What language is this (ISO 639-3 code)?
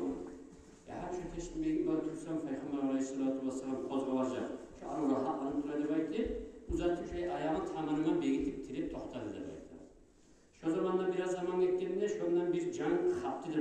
kum